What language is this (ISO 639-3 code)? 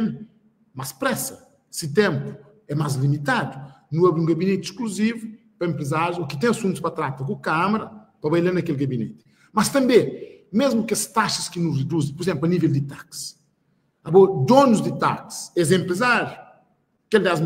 kea